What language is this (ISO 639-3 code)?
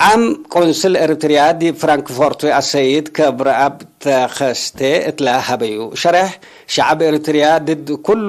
tig